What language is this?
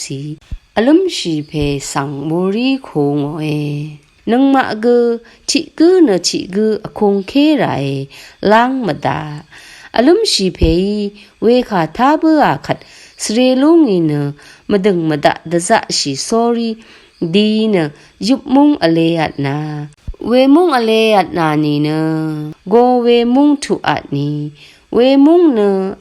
Rawang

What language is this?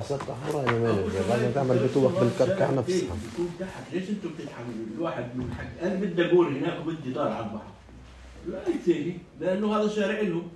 North Levantine Arabic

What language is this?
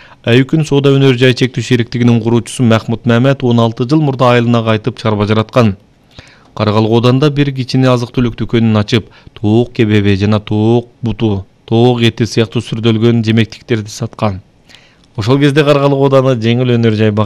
Kyrgyz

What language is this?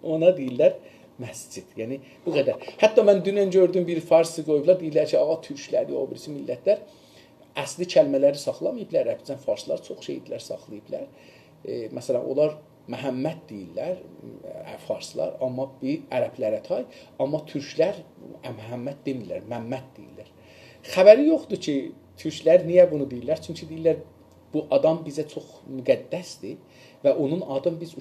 South Azerbaijani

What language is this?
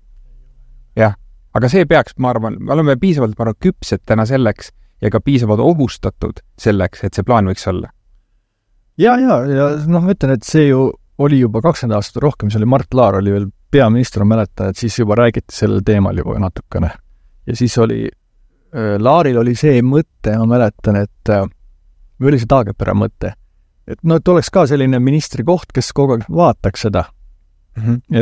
Estonian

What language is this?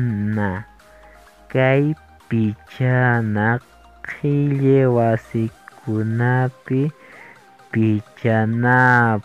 Quechua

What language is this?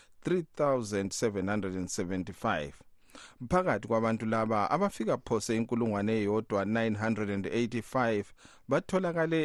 North Ndebele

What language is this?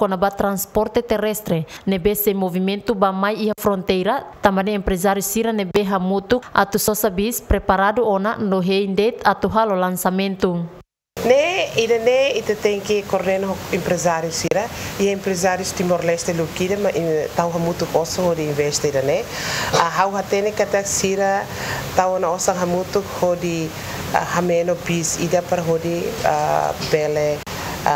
Tetum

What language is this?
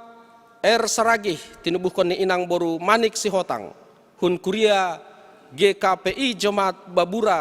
Batak Simalungun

